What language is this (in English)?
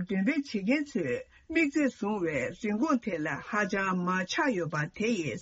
Tibetan